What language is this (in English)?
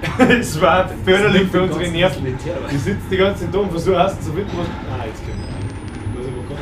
Bavarian